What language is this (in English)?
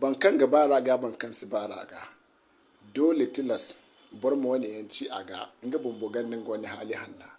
Hausa